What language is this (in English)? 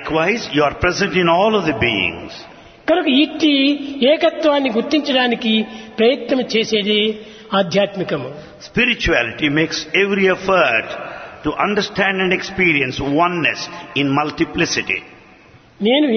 Telugu